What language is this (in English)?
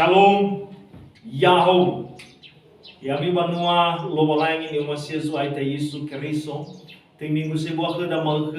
Nias